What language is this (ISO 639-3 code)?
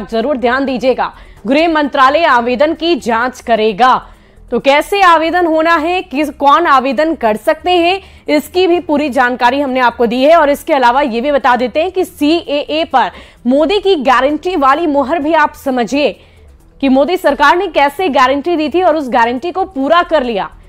hin